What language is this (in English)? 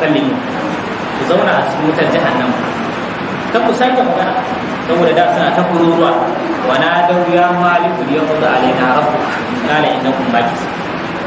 Hausa